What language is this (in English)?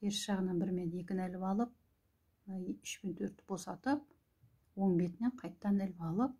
Kazakh